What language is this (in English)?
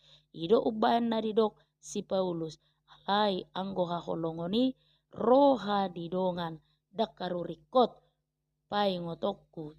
Batak Toba